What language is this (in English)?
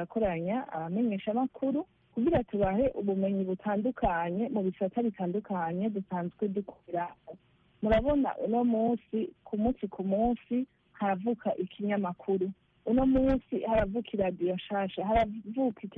Kinyarwanda